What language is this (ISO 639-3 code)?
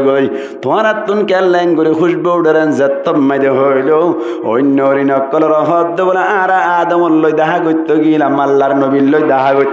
rhg